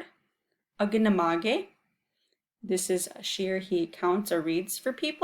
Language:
Chippewa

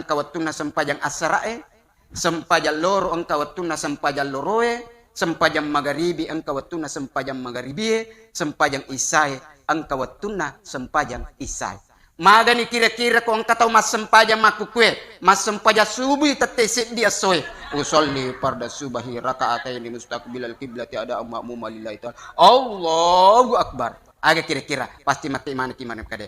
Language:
Buginese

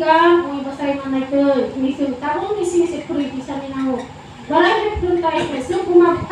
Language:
Kok Borok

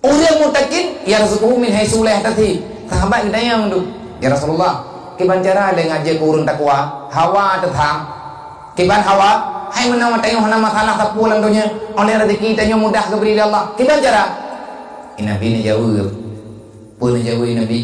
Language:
Achinese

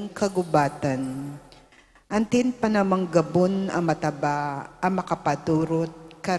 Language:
Pampanga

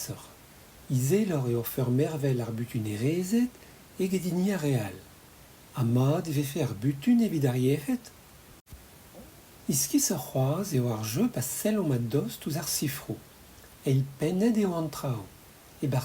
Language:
Breton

